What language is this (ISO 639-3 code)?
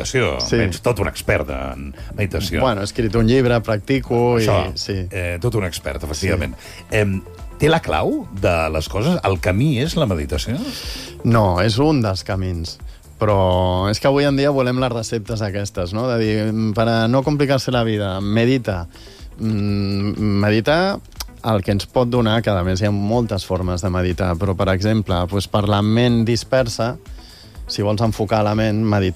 cat